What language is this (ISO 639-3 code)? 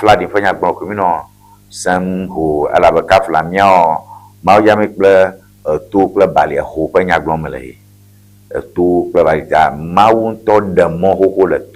ewe